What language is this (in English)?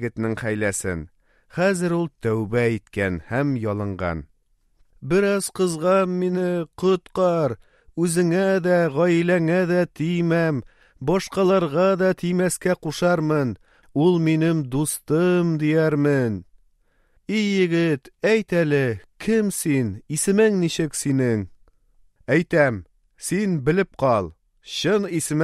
Tatar